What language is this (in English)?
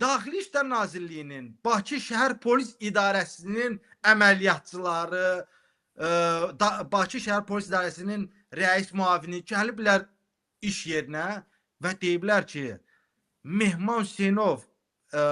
Azerbaijani